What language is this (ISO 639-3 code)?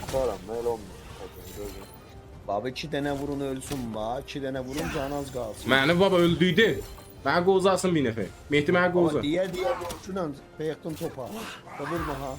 azb